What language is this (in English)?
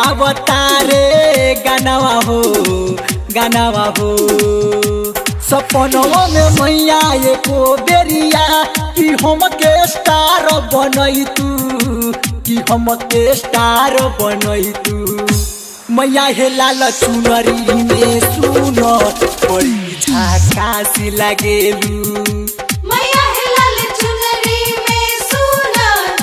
Bhojpuri